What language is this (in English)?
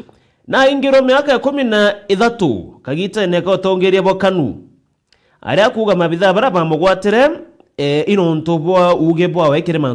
Meru